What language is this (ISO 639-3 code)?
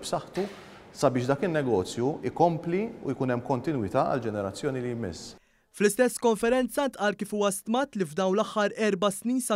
mlt